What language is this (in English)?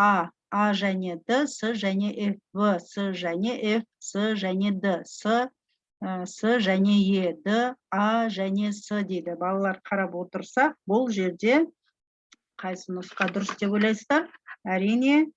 Kazakh